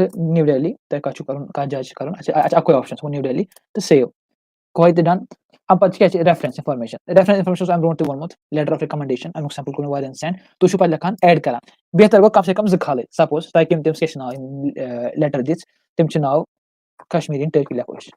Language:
Kashmiri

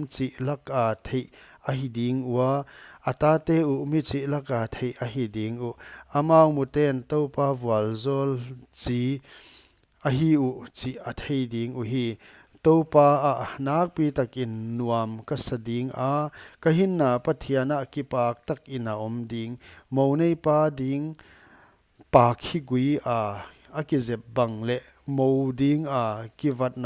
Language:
Paite Chin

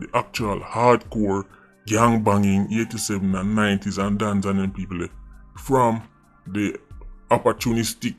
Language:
Jamaican Creole English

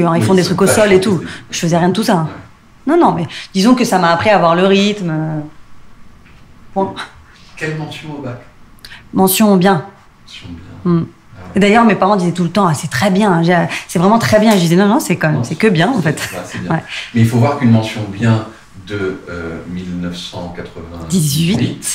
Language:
French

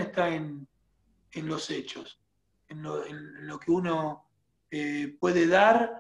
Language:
Spanish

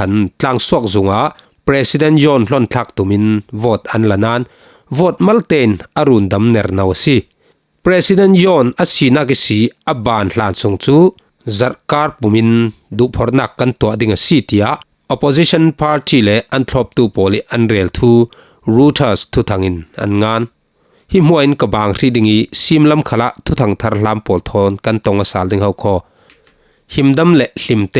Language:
Falam Chin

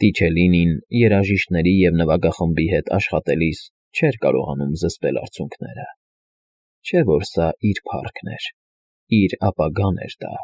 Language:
Armenian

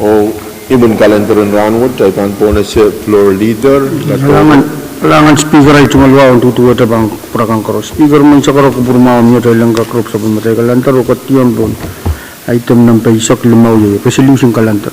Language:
Pohnpeian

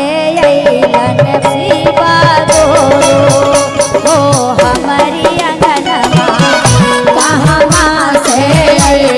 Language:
Magahi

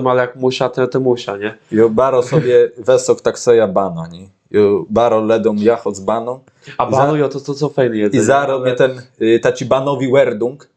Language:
Kashubian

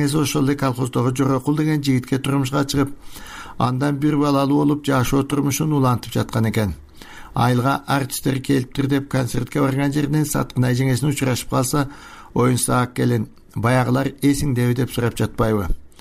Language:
Kyrgyz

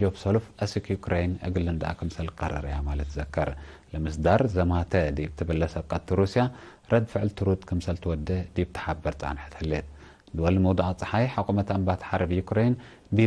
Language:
Tigre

